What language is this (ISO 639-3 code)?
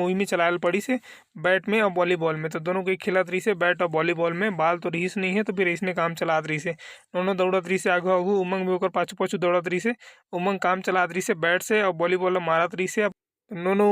hne